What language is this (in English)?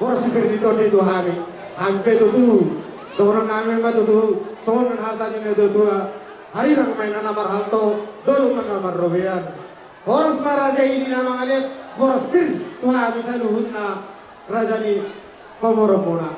Batak Toba